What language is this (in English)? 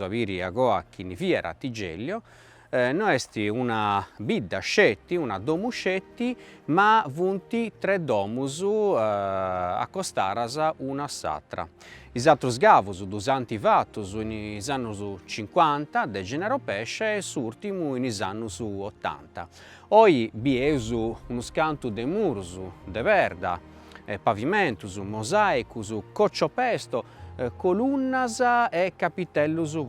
Sardinian